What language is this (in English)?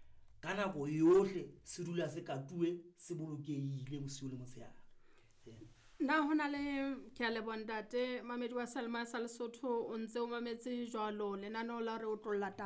Southern Sotho